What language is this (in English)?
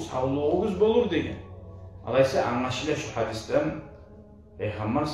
Kumyk